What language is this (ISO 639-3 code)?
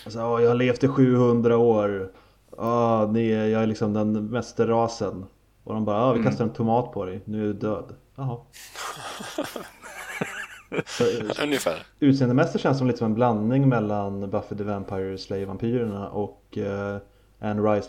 swe